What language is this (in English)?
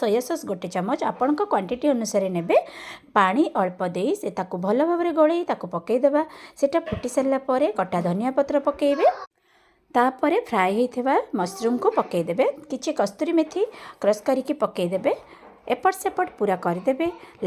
Odia